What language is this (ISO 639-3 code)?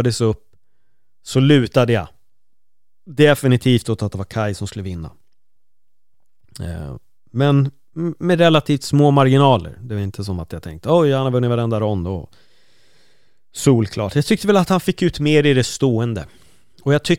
swe